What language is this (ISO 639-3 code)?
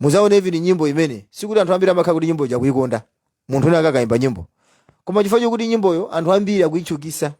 nya